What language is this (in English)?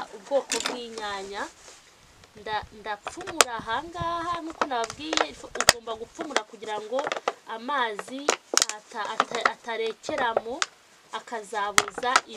Kinyarwanda